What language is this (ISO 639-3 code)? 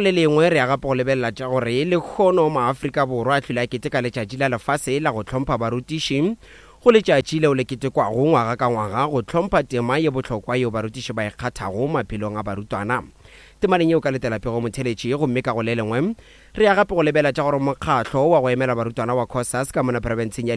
nso